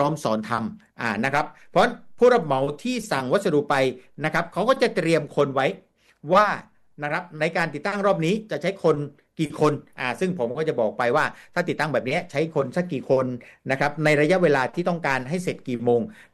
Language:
Thai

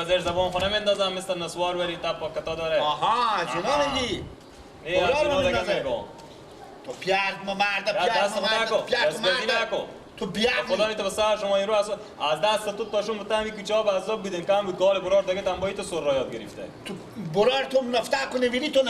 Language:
Persian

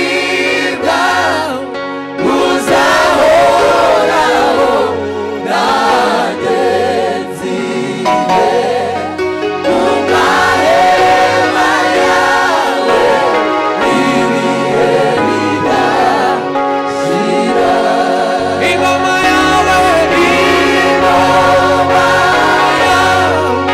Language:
Kinyarwanda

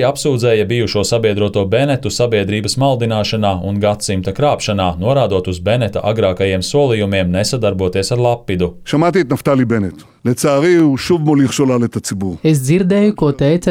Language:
Latvian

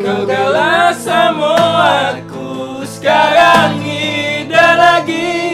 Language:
Musi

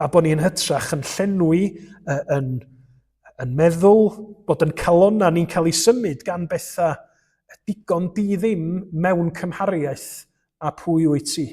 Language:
Welsh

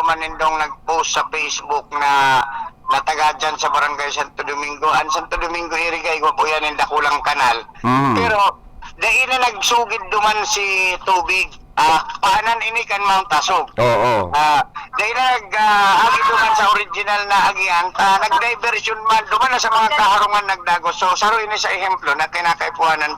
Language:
Bikol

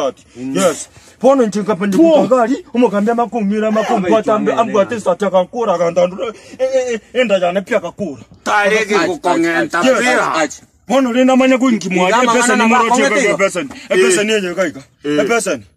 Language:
Gusii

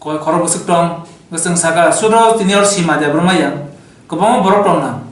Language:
Kok Borok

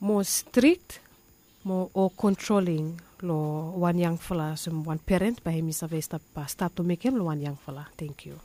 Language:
Bislama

